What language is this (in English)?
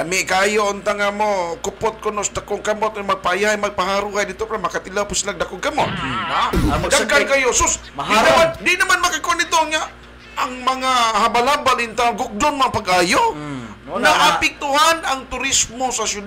Cebuano